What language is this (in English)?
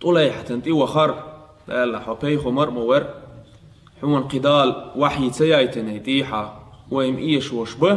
Chechen